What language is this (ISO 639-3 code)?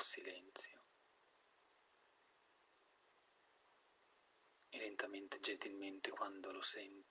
ita